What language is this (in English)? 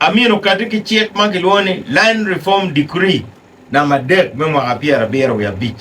Acoli